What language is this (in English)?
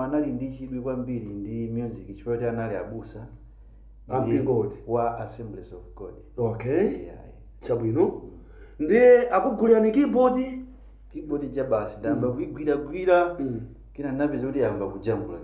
Nyanja